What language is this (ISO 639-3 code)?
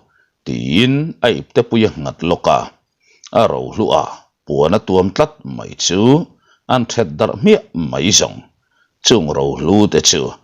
lus